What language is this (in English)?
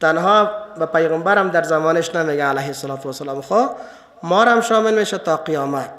Persian